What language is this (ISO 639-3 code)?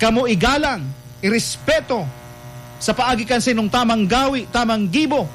bik